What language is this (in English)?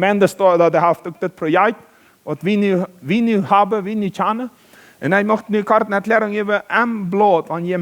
Plautdietsch